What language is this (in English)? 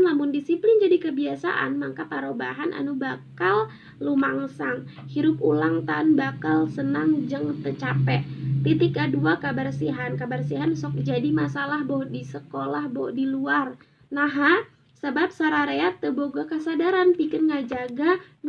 Sundanese